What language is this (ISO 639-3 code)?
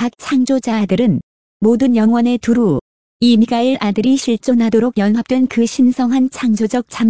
kor